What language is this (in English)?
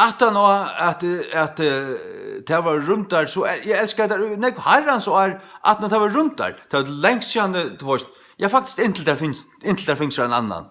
Faroese